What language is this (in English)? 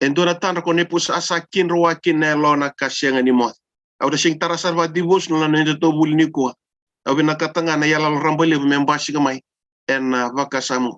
Fijian